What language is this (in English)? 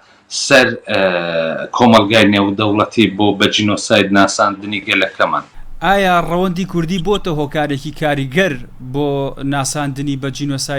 Central Kurdish